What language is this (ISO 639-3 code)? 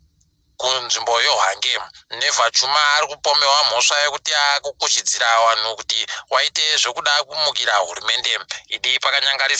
ndc